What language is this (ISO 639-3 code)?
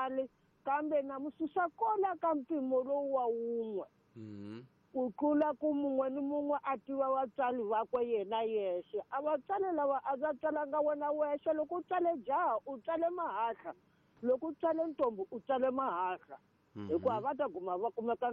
tso